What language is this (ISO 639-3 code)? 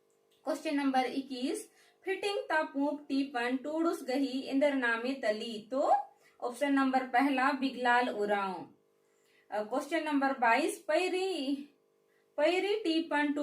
kru